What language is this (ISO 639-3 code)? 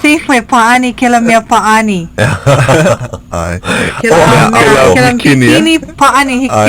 haw